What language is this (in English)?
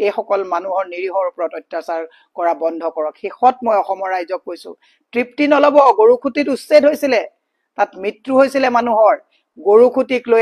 Assamese